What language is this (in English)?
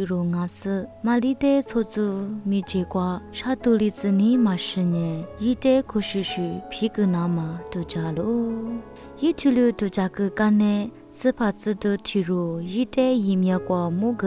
Lisu